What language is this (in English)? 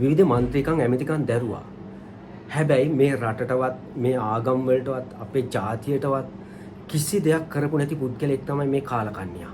Sinhala